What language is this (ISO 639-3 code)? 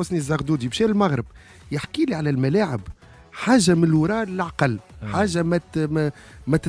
aeb